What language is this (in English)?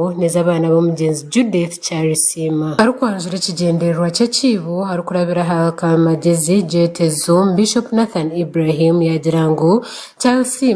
Nyankole